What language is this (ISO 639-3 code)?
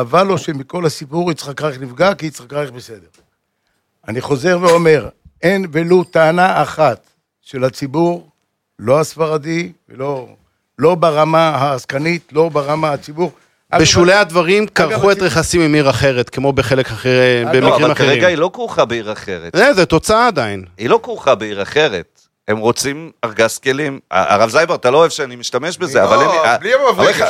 heb